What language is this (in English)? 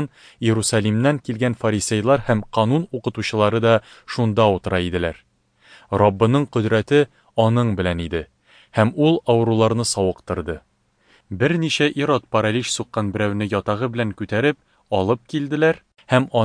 Tatar